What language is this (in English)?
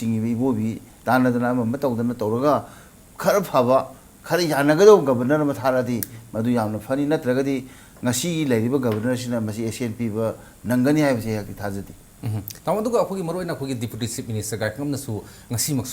Manipuri